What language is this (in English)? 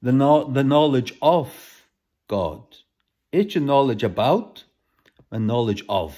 Faroese